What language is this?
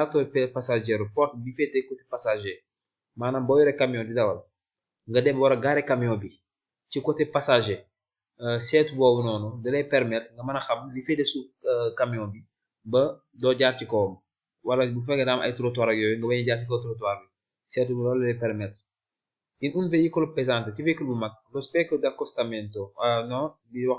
Wolof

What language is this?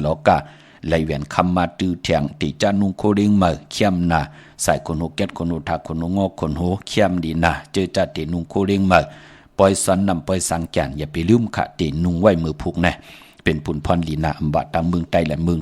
Shan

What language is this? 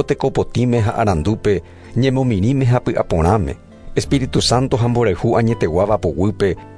Guarani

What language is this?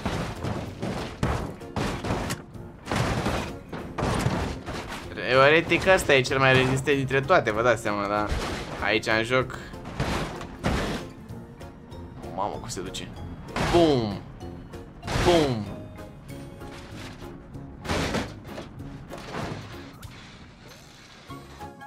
Romanian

